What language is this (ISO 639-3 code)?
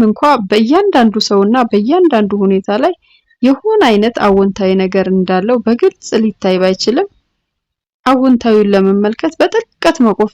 amh